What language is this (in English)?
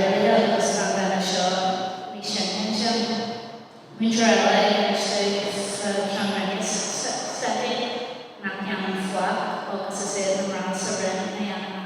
Irish